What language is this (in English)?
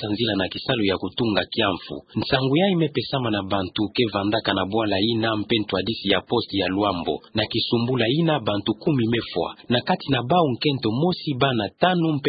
Kituba (Democratic Republic of Congo)